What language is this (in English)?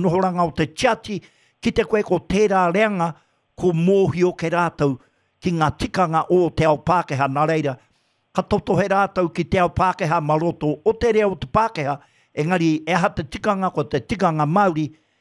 Māori